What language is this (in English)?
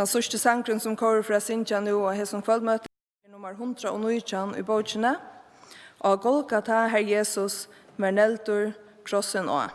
Faroese